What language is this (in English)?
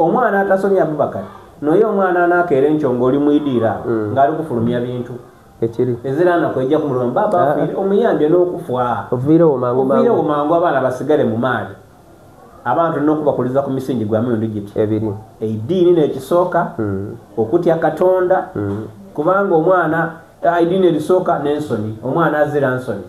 Soga